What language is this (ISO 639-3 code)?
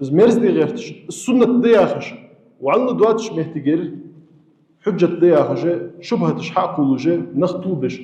inh